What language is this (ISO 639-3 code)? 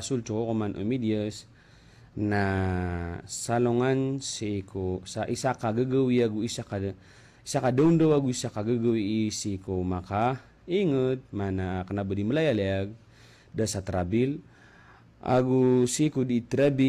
mrw